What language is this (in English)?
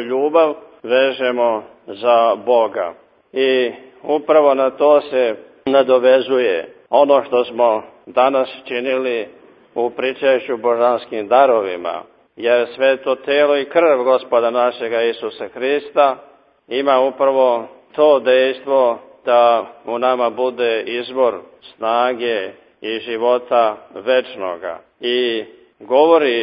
Serbian